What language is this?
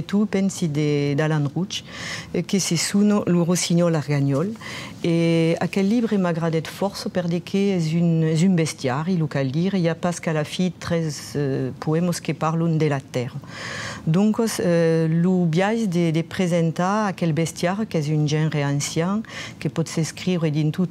Occitan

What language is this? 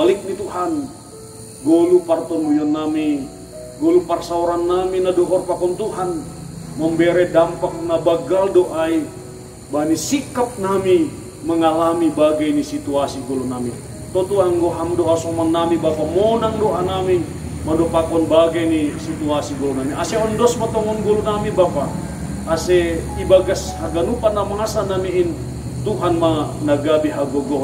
Batak Simalungun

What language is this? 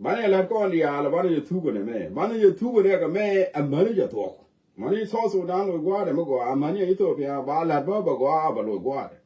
Nuer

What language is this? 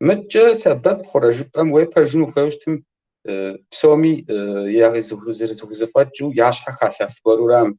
Kabardian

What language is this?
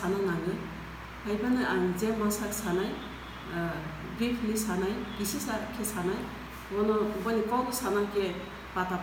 Kok Borok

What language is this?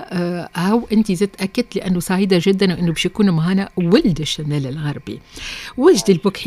Tunisian Arabic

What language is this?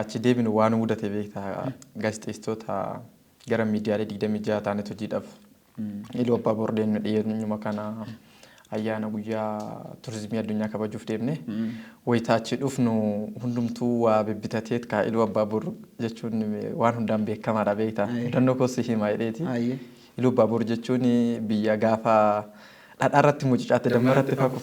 Oromo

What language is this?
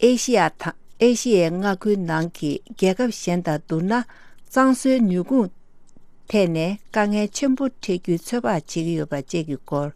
Tibetan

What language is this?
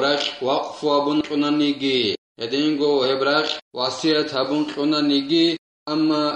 Avaric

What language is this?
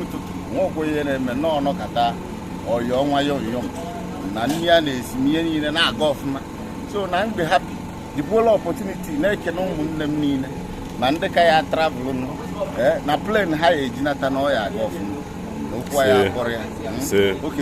Igbo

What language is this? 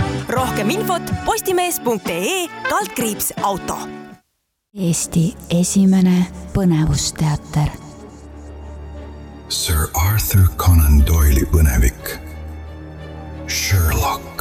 Estonian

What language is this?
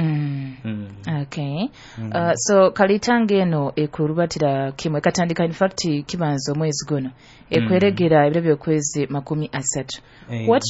Nyoro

